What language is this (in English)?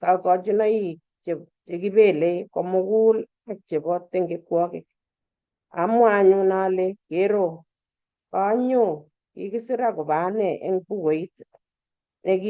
Kalenjin